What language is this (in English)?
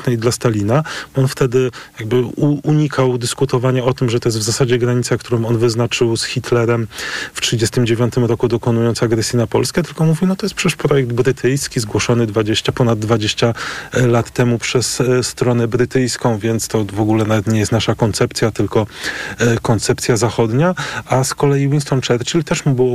Polish